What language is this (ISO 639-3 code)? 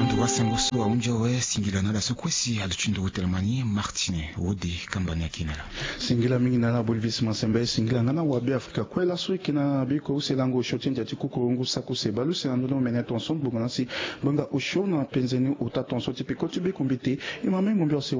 sag